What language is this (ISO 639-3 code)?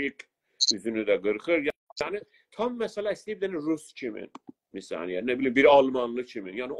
azb